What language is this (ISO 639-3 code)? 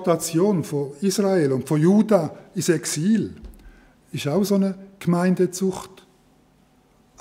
gsw